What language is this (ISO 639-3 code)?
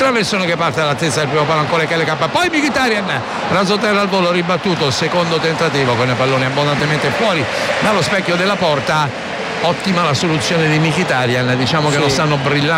ita